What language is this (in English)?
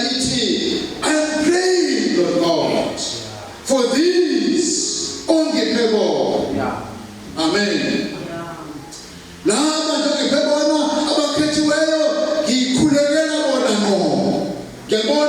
Zulu